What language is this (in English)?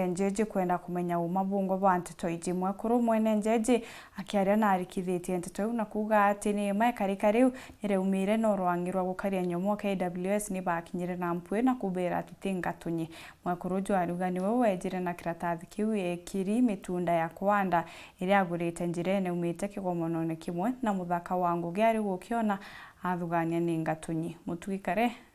Meru